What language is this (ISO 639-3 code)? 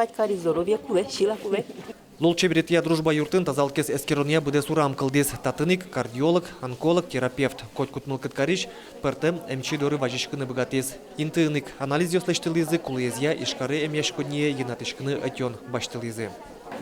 udm